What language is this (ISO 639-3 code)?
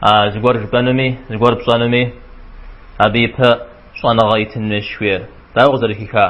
kbd